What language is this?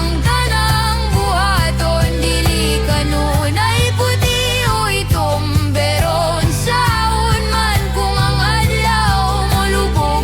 Cebuano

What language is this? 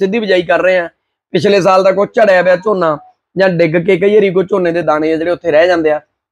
Punjabi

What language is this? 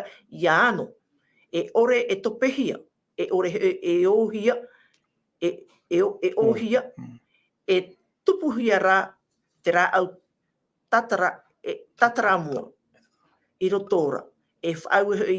Tahitian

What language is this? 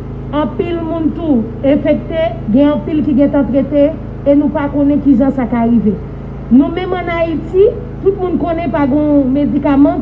Haitian Creole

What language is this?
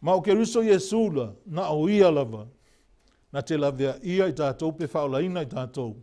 Samoan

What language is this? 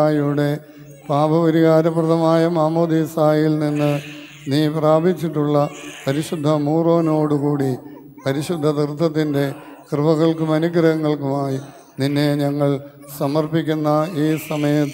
Malayalam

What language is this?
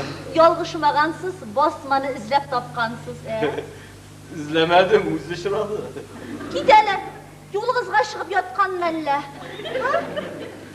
Tatar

